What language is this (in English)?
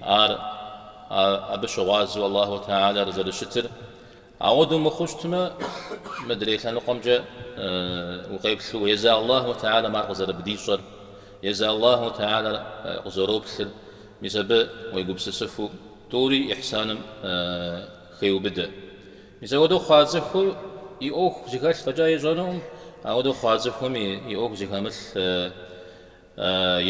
Kabardian